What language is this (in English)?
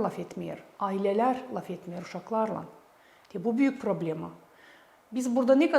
Gagauz